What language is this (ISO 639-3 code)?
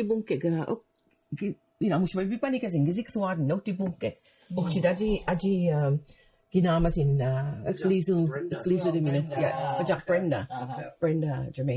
mic